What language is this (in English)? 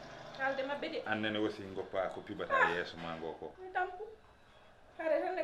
Fula